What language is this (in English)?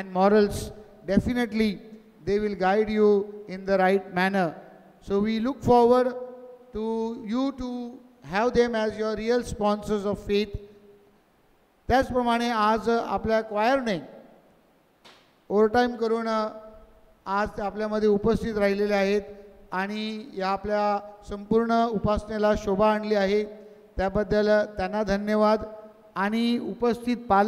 Marathi